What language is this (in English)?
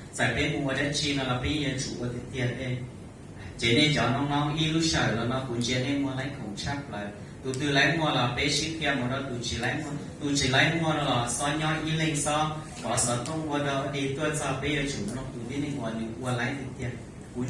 Hmong